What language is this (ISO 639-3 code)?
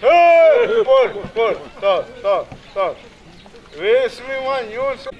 xav